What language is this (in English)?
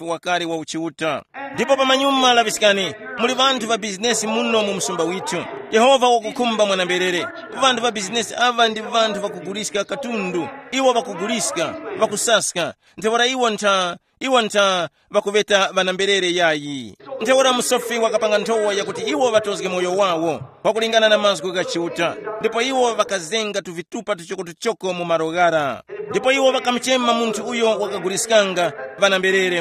Tumbuka